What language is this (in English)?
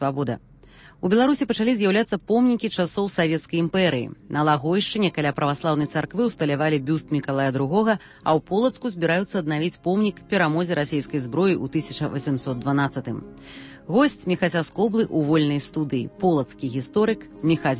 Belarusian